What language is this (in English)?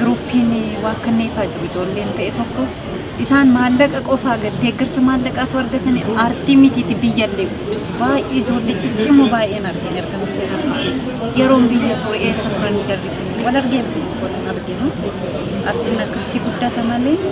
Oromo